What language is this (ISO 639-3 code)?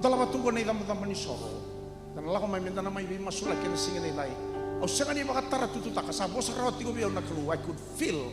fij